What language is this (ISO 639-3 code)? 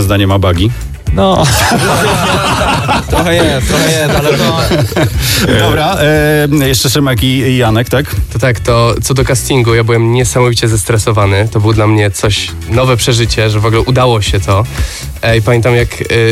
pol